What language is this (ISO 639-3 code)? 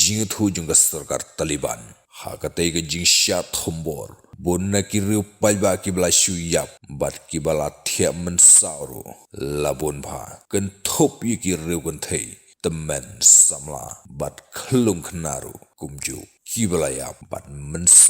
kha